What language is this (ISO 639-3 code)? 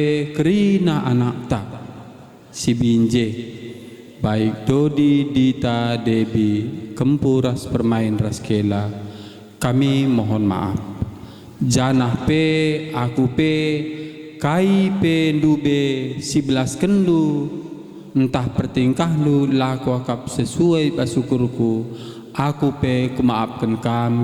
btx